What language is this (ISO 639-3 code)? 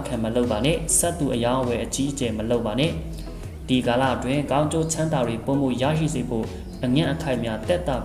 mya